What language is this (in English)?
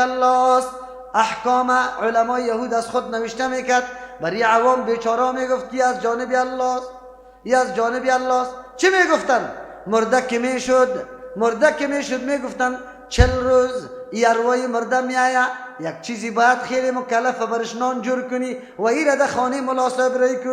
Persian